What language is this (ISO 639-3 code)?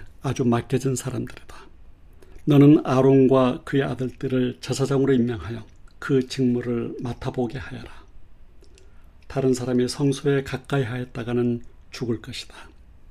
kor